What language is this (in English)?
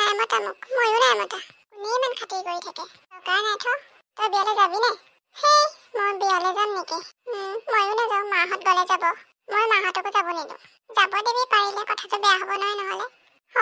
Assamese